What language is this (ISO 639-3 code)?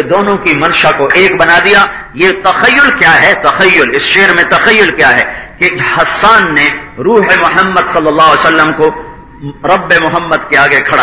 urd